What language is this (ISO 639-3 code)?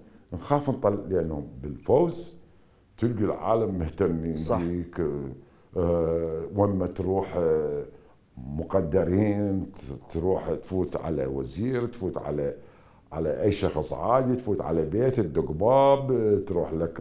acm